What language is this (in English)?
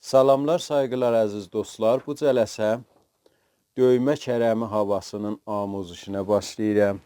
South Azerbaijani